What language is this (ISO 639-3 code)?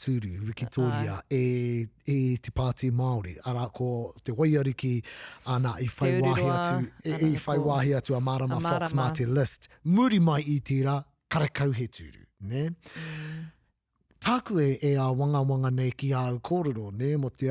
mri